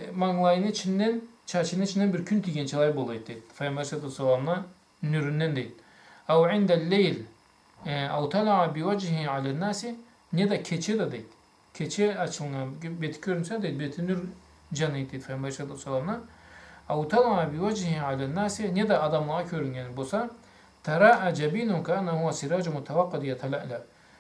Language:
Karachay-Balkar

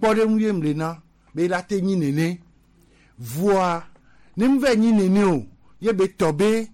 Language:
Gen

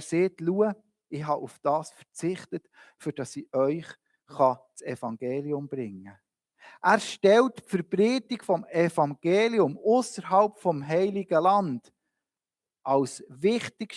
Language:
Swiss German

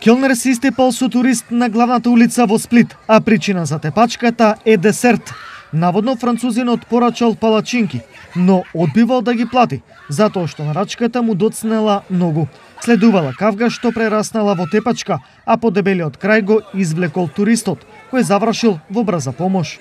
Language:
Macedonian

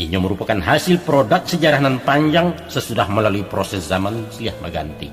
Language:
Minangkabau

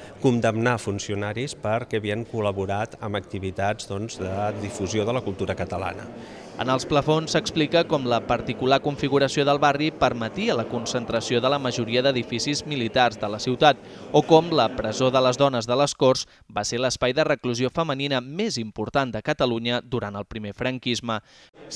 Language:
Catalan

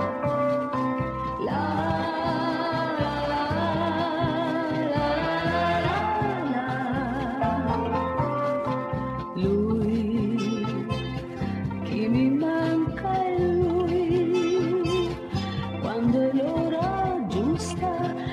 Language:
Italian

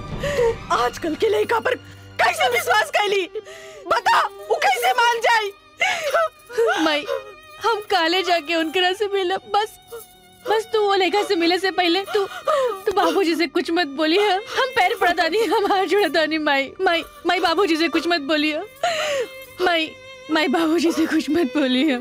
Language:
Bhojpuri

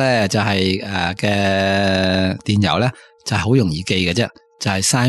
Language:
Cantonese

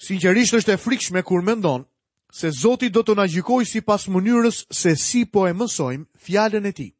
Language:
Albanian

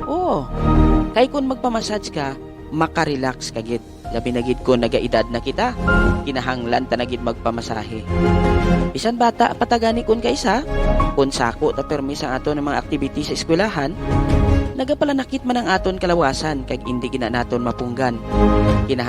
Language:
Hiligaynon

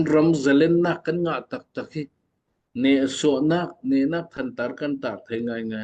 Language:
Falam Chin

